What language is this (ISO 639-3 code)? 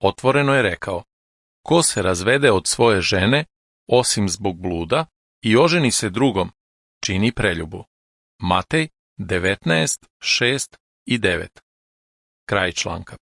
hrv